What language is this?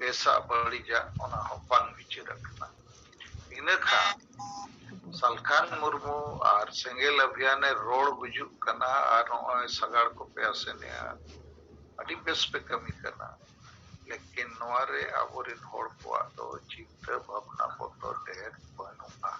Santali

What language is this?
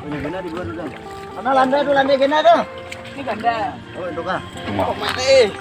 Banjar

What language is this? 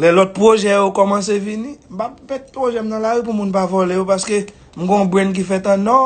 Haitian Creole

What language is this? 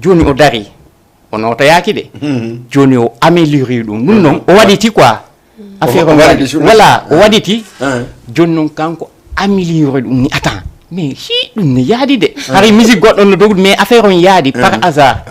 Fula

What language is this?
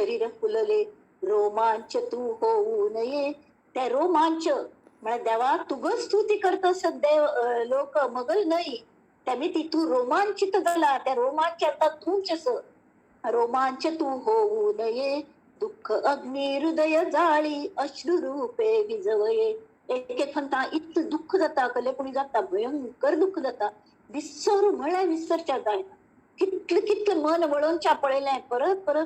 Konkani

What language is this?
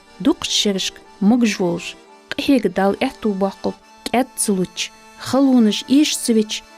Ingush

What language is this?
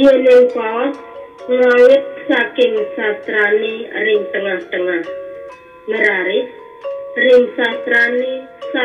Balinese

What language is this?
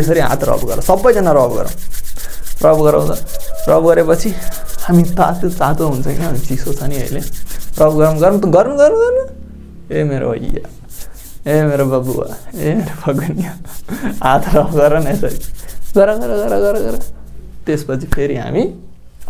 Nepali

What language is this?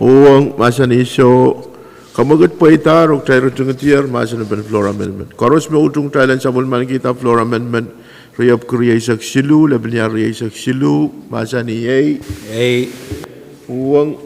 Pohnpeian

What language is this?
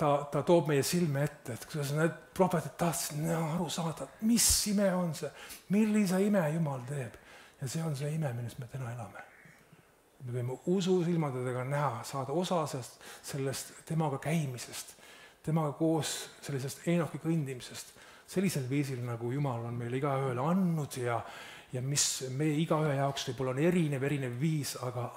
Estonian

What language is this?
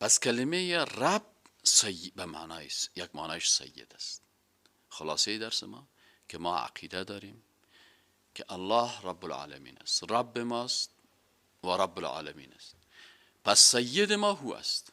Persian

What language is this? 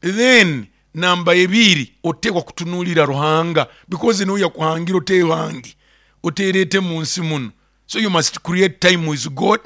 Nyoro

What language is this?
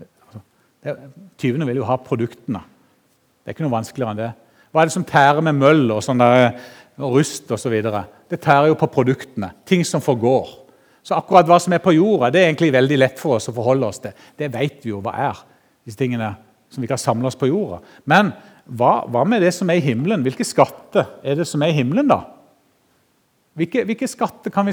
Norwegian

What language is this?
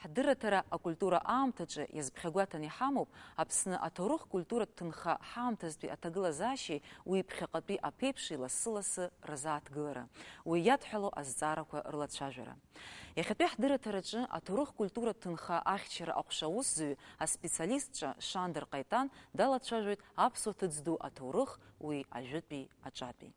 Abkhazian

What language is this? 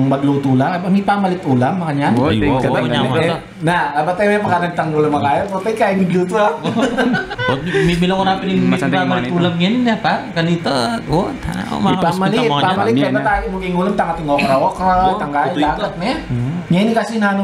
Pampanga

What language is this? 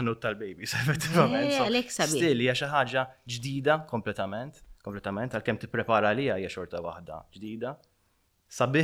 Maltese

